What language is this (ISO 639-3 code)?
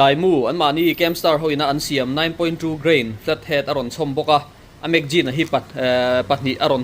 lus